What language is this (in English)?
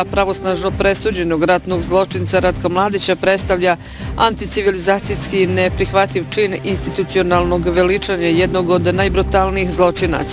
Bosnian